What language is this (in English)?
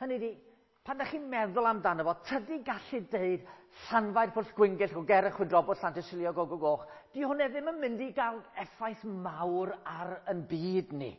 Welsh